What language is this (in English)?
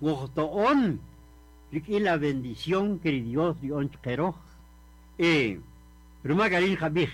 Kaqchikel